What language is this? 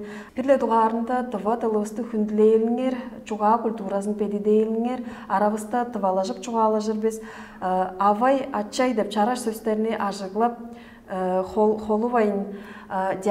Tuvinian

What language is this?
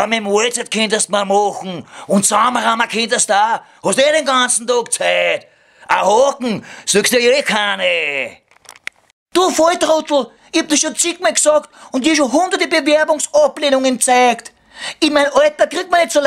Bavarian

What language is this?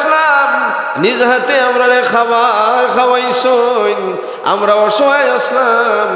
Sylheti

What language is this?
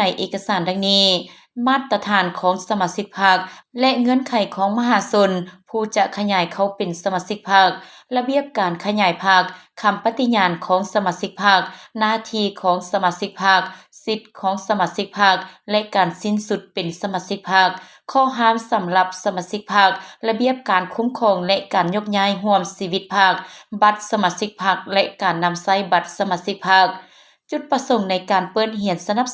Lao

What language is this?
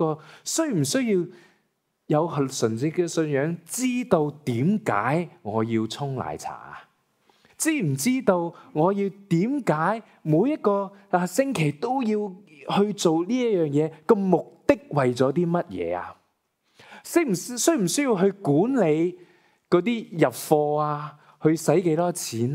Cantonese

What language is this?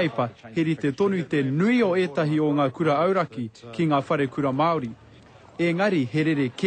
Māori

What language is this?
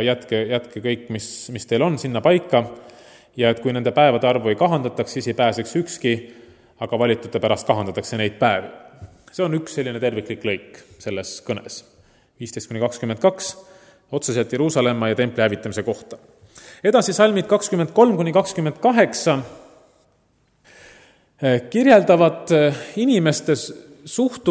Estonian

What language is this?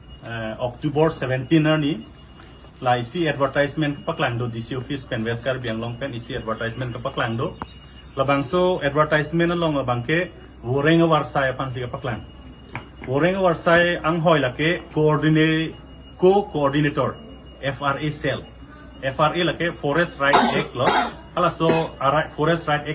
Karbi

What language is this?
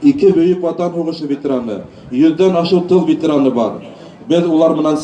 Bashkir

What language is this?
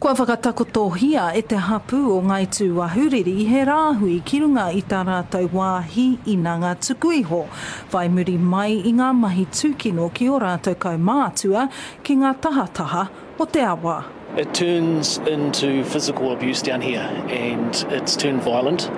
Māori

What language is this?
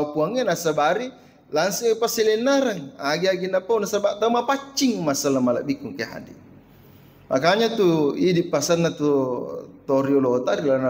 Buginese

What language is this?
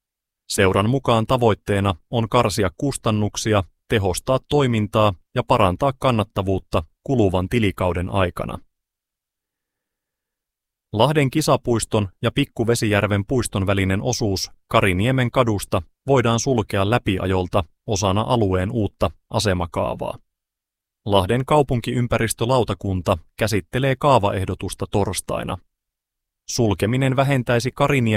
Finnish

